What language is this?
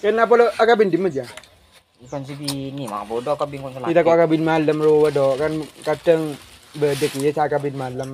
Madurese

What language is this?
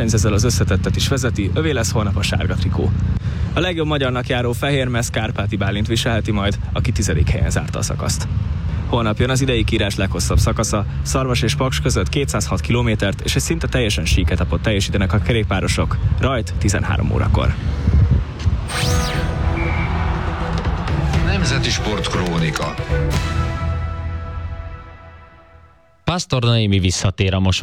Hungarian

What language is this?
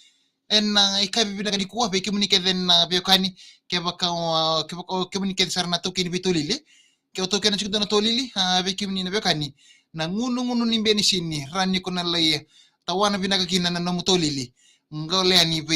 Fijian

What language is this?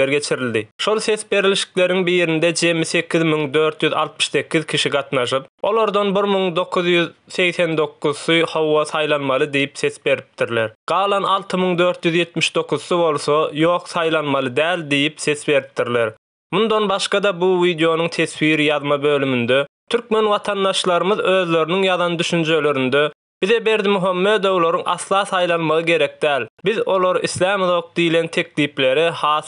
Turkmen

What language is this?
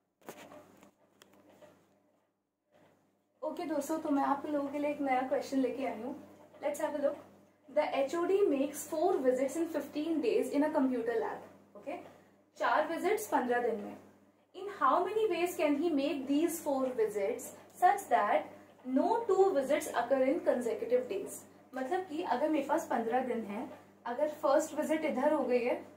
Hindi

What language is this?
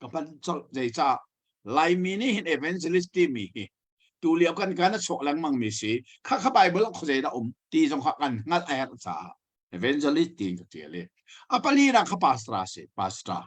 Hakha Chin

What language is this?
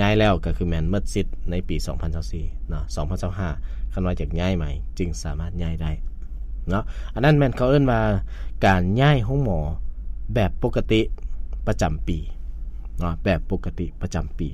Lao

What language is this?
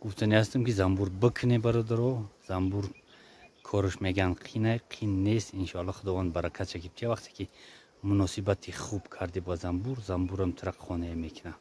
Tajik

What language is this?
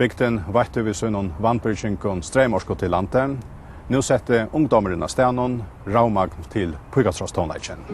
Faroese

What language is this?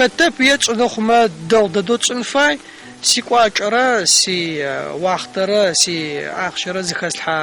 Adyghe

